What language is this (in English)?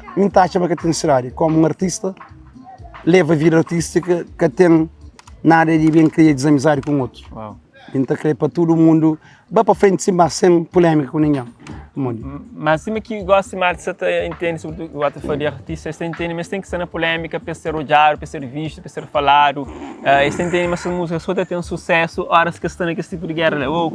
Kabuverdianu